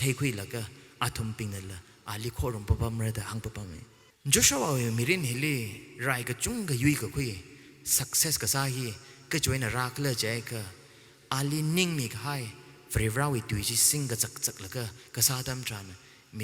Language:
Tangkhul Naga (India)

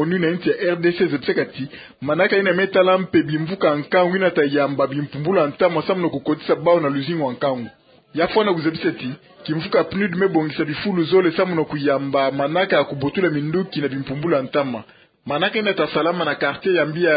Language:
Kituba (Democratic Republic of Congo)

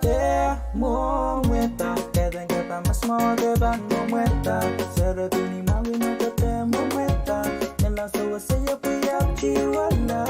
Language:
Pohnpeian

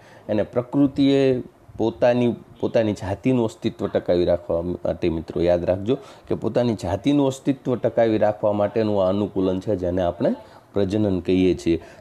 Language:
Gujarati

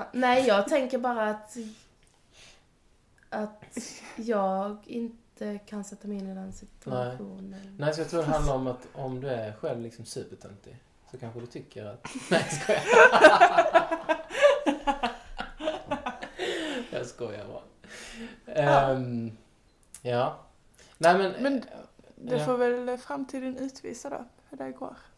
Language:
Swedish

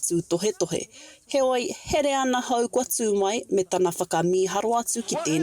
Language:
Māori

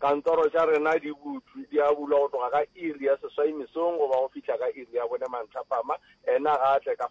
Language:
Northern Sotho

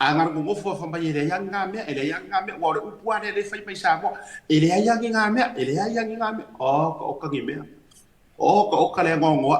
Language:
Samoan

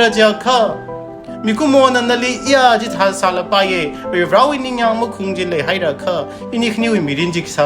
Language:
Tangkhul Naga (India)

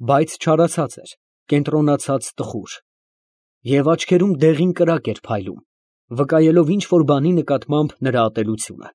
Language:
Armenian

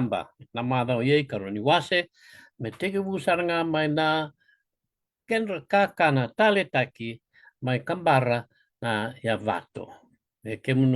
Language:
Fijian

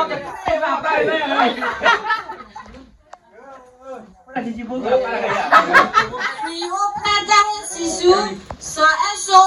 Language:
S'gaw Karen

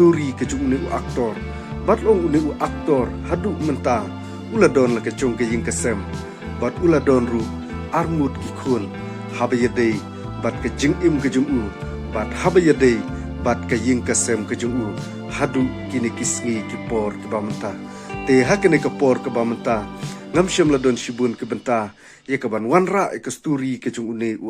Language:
Khasi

